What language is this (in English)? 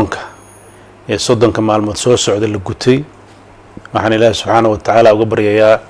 Somali